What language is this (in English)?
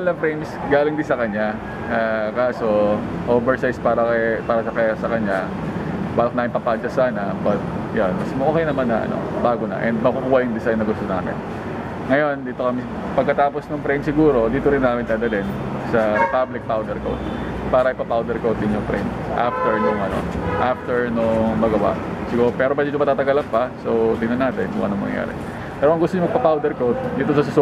Filipino